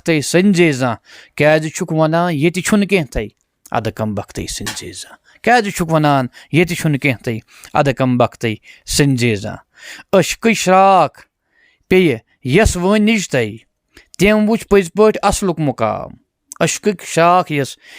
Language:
Kashmiri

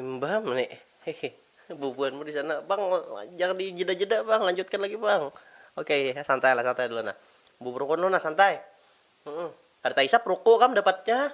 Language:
Banjar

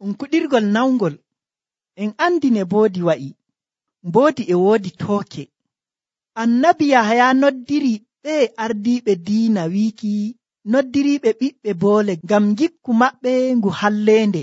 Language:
Nigerian Fulfulde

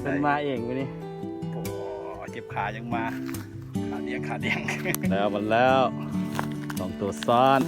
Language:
Lao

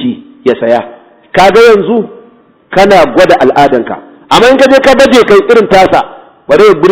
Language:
Hausa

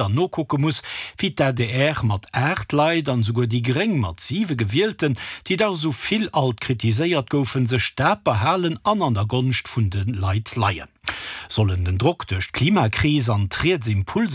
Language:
Luxembourgish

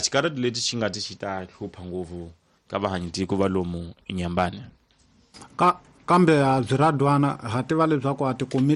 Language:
Tsonga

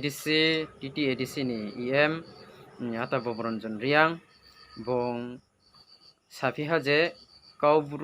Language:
Riang (India)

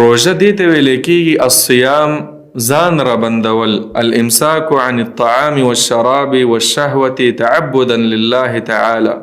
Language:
Pashto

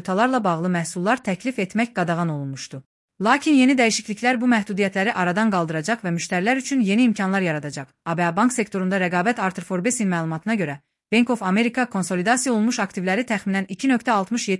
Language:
Azerbaijani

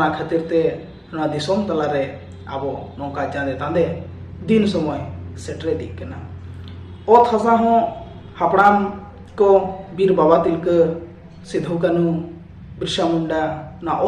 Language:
Santali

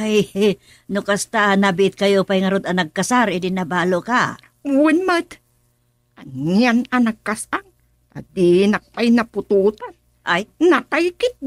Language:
Iloko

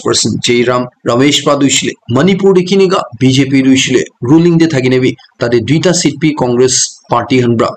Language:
Naga Pidgin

